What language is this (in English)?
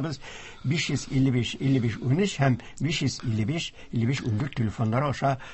Tatar